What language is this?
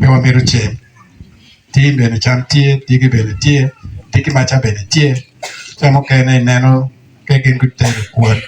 Acoli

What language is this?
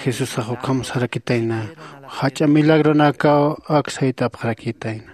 Aymara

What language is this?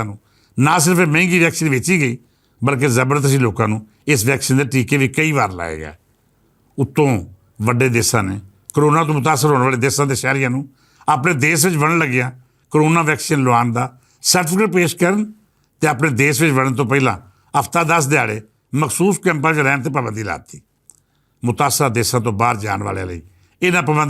Western Panjabi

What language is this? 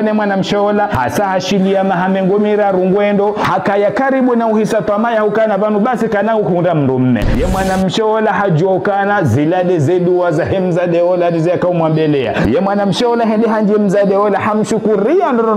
Ngazidja Comorian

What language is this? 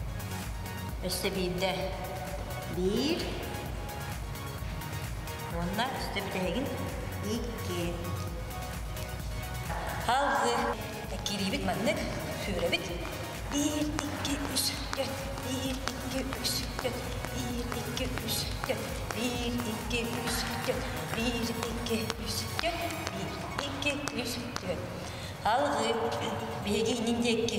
Yakut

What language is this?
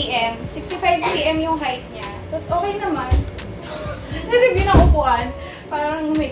Filipino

